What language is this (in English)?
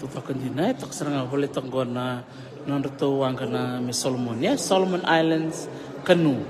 Fijian